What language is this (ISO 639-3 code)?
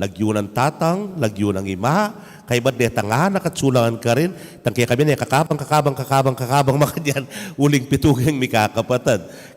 pam